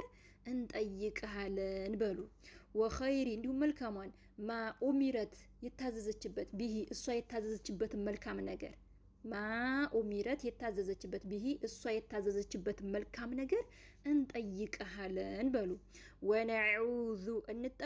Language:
Amharic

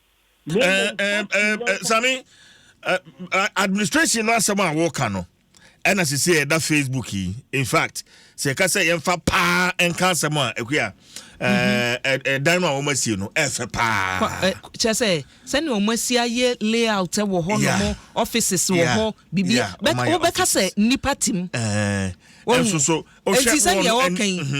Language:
Akan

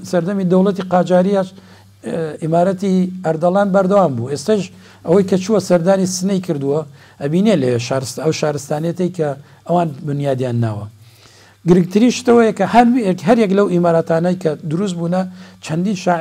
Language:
Central Kurdish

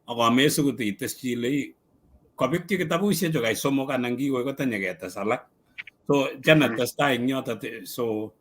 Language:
Kalenjin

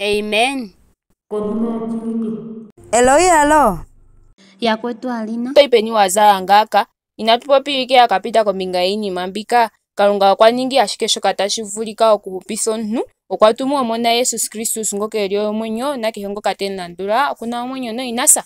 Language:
Ndonga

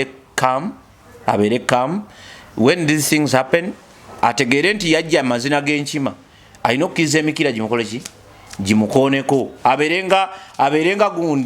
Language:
Ganda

